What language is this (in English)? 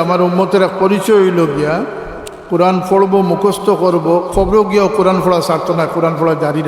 Sylheti